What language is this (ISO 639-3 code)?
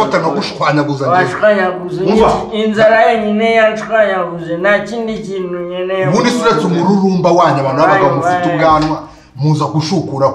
kin